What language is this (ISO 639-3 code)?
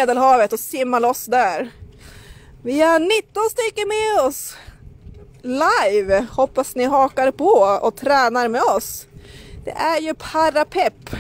swe